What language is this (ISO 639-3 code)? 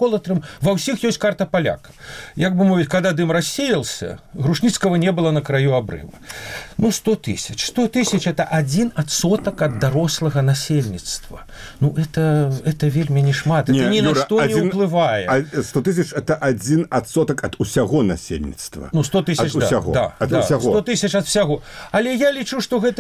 bel